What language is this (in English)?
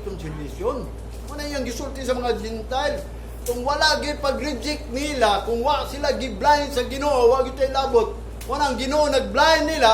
Cebuano